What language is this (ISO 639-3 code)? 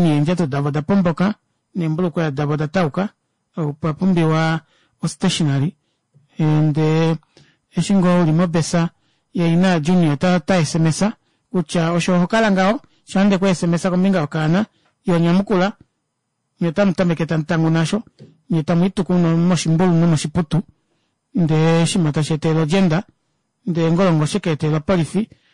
kua